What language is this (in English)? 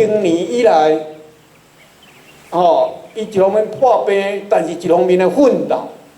Min Nan Chinese